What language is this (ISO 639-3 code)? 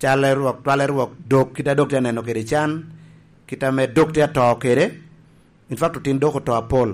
laj